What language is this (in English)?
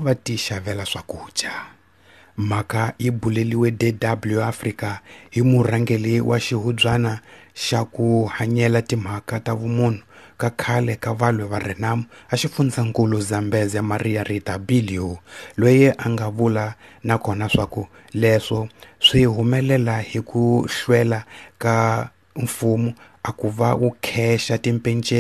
Tsonga